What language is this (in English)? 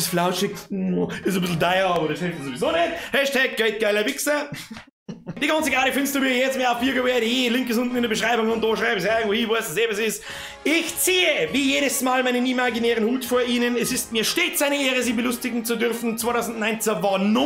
Bavarian